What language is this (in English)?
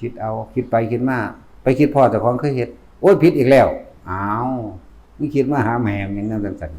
Northeastern Thai